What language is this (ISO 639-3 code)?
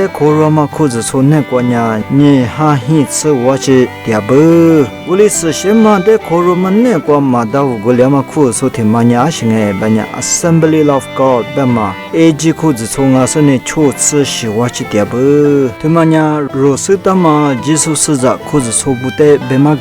lis